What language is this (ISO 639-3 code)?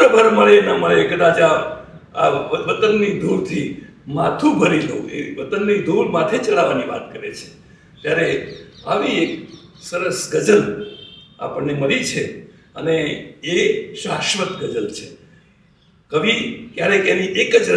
guj